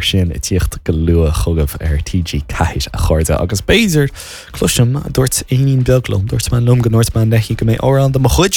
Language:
Irish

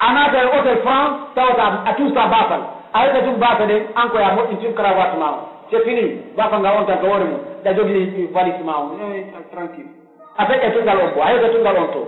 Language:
Pular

